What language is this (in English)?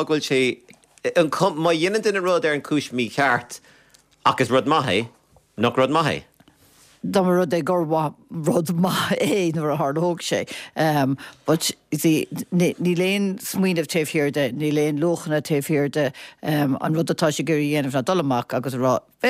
Irish